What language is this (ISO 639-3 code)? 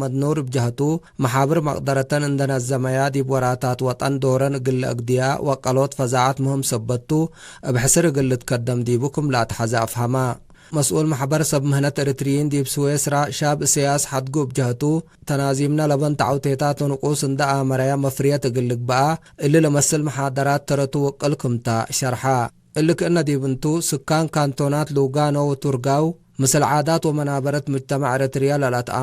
tig